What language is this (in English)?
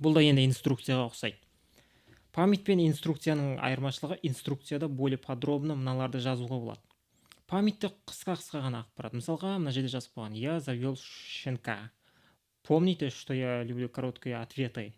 Kazakh